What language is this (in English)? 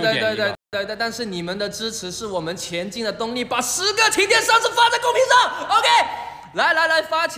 Chinese